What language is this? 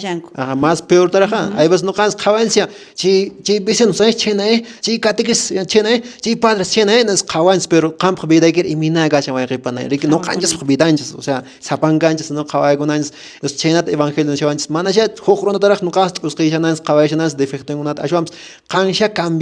Quechua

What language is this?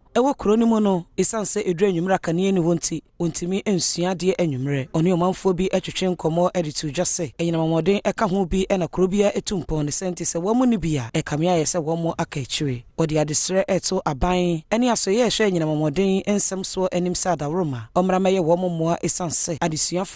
Akan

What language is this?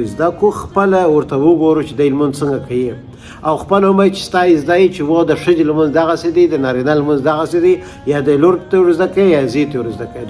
Pashto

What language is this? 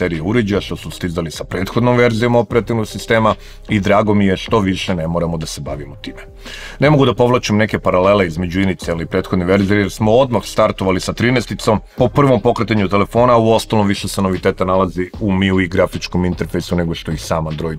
Serbian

